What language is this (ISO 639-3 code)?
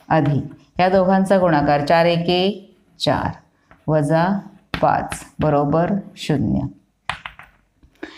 mar